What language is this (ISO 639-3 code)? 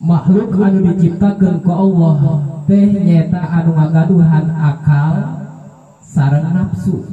sun